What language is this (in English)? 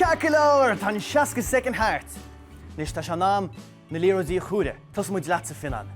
Irish